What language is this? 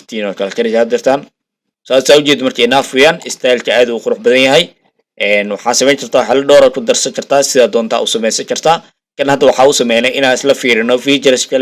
Somali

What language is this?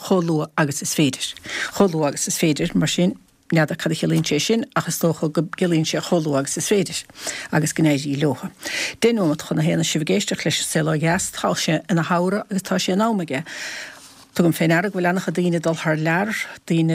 Irish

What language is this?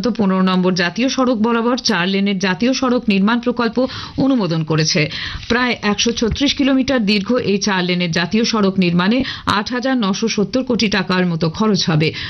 Bangla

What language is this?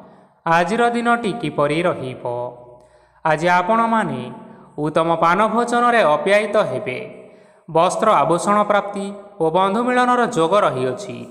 Odia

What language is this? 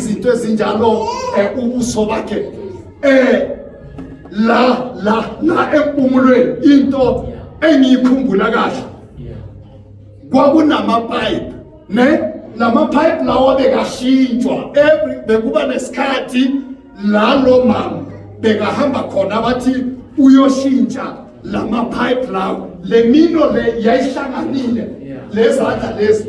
Zulu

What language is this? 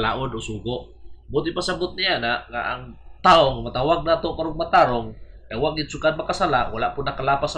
Cebuano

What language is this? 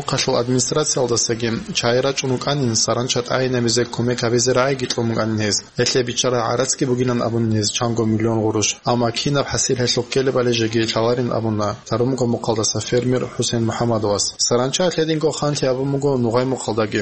Avaric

